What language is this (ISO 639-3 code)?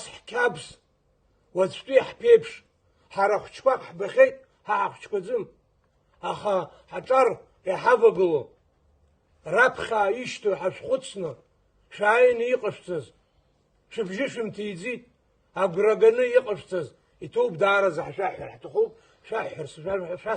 abk